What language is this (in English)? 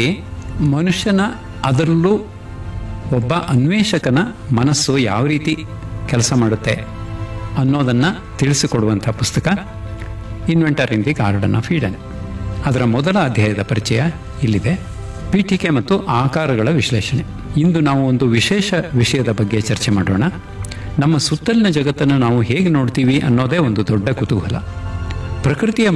Kannada